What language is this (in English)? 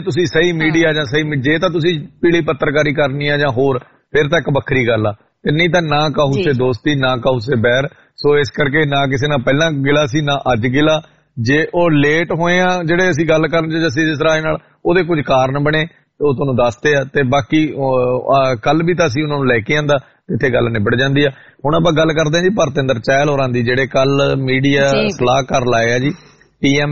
Punjabi